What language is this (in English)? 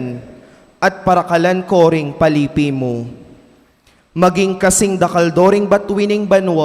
Pampanga